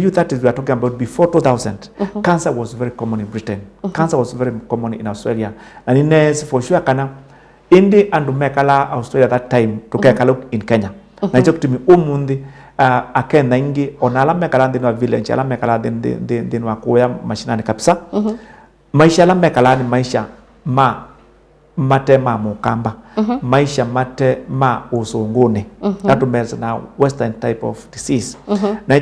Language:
Kamba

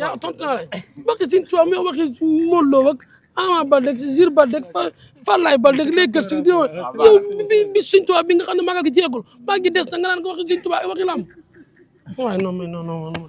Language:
Wolof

